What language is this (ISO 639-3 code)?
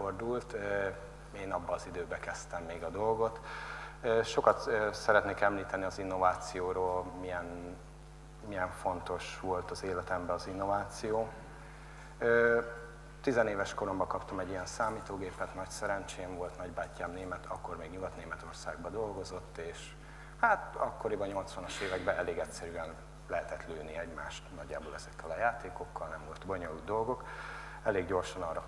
hun